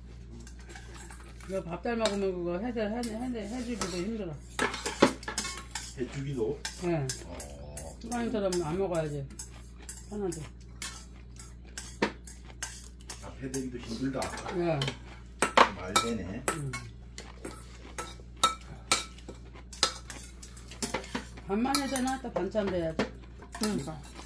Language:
Korean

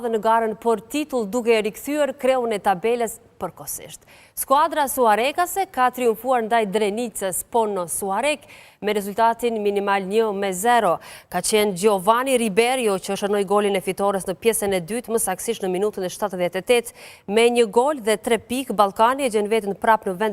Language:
Albanian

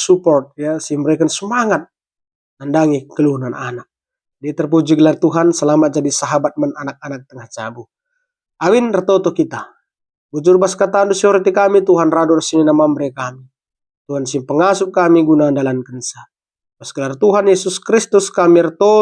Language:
Batak Karo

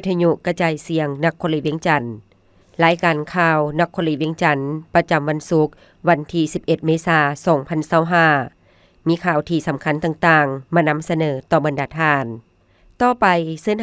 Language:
Lao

